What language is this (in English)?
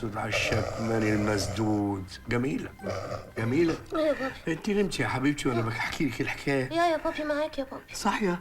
Egyptian Arabic